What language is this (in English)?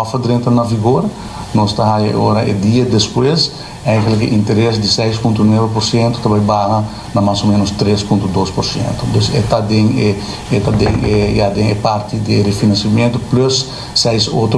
Papiamento